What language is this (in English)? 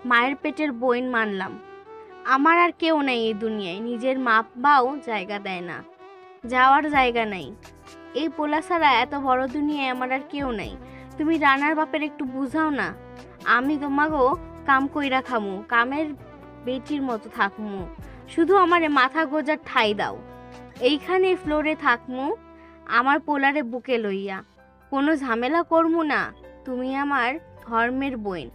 Bangla